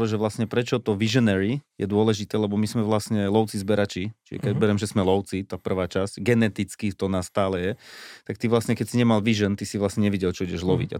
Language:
Slovak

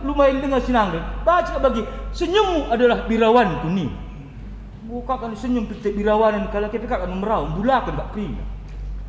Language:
Batak Karo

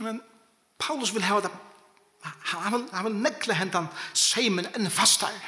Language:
Faroese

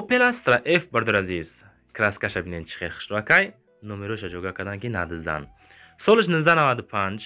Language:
Tajik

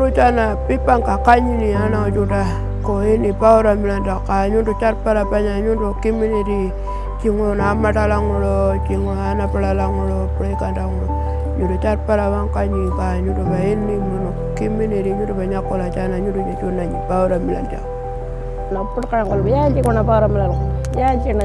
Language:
Pitjantjatjara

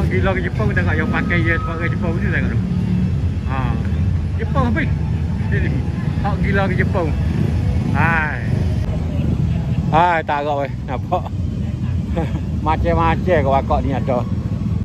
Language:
Malay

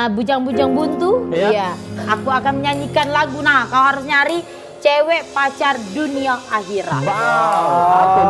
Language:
Musi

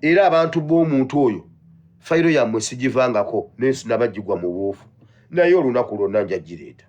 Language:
Ganda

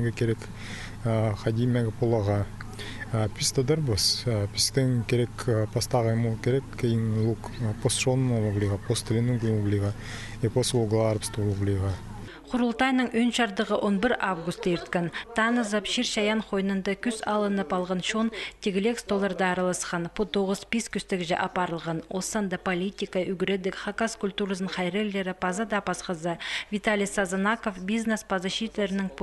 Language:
Khakas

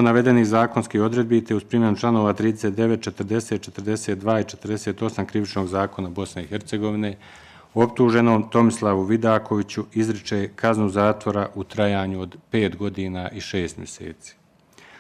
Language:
Bosnian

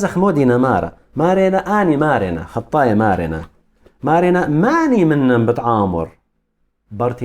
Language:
Assyrian Neo-Aramaic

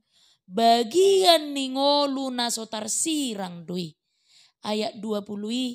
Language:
Batak Toba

